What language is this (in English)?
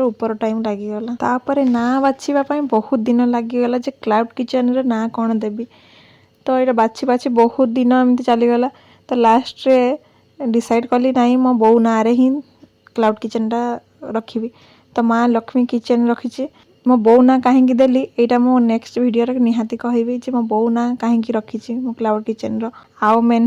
Odia